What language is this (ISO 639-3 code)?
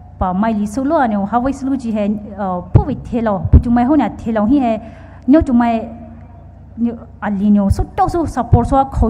pmx